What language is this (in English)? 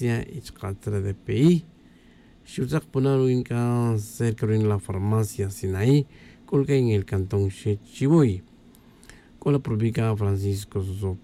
Tz'utujil